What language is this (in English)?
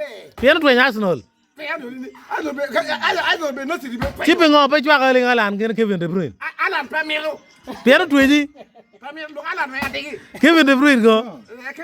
Acoli